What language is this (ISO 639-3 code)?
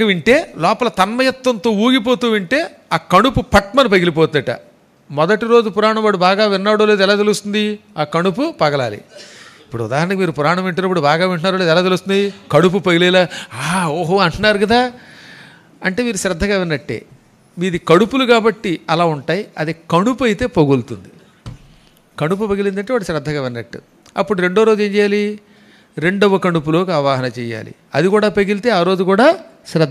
tel